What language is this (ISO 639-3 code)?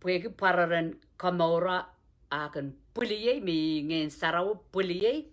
pon